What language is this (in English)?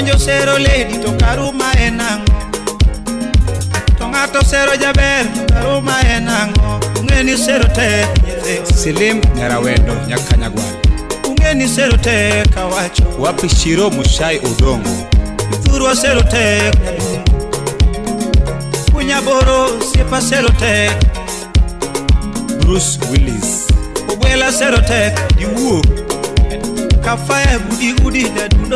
Luo (Kenya and Tanzania)